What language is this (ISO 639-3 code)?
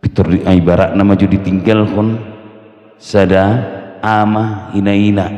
bbc